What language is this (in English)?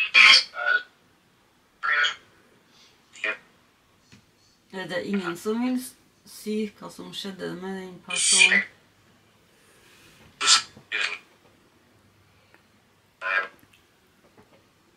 Norwegian